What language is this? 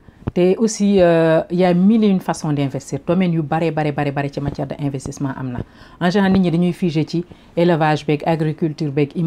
Wolof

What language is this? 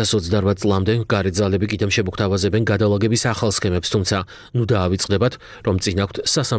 Georgian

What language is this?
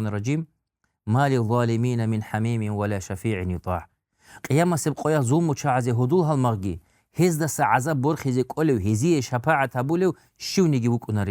Avaric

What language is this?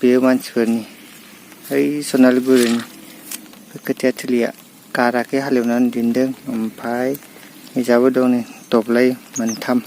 Bodo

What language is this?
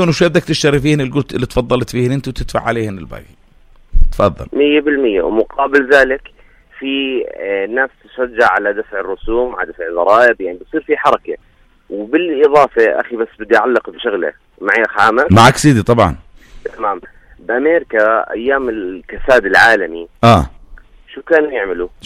North Levantine Arabic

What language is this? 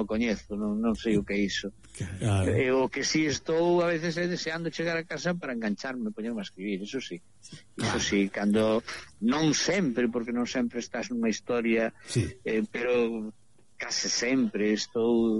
Galician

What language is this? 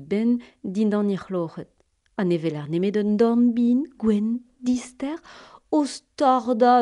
Breton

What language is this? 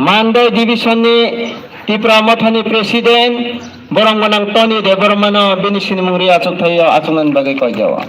Kok Borok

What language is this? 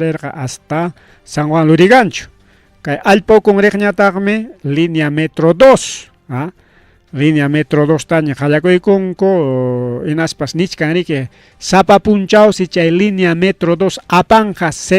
Ayacucho Quechua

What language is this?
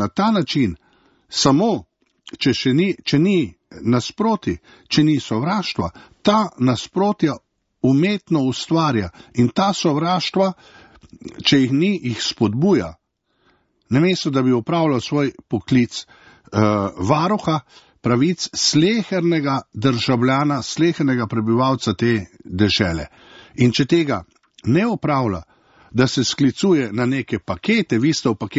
Slovenian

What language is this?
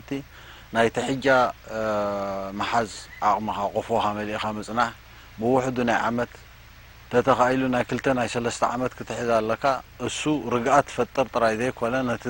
Tigrinya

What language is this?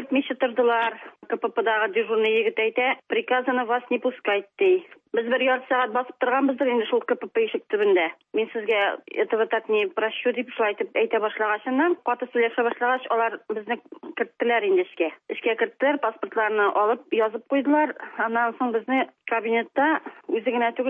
Tatar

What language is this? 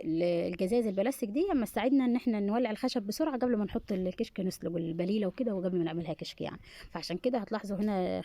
Egyptian Arabic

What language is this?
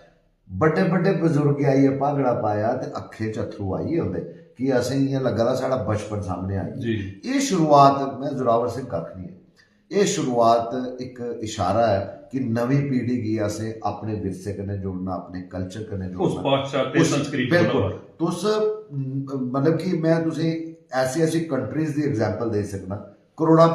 Dogri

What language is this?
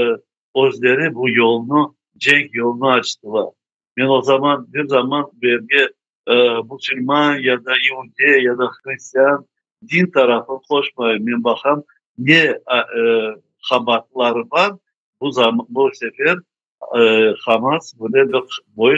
Crimean Tatar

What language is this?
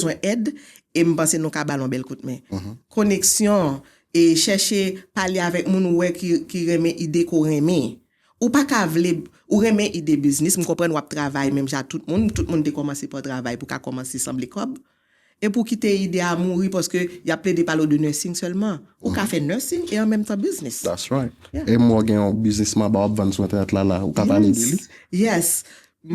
Haitian Creole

